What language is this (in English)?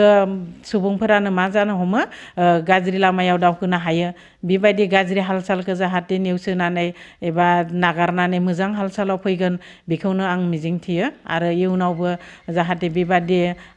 Bodo